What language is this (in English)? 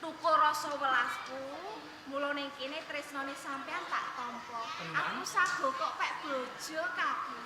Javanese